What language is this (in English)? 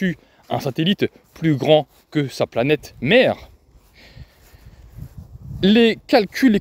French